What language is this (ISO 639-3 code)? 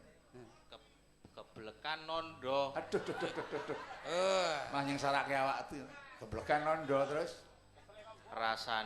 jav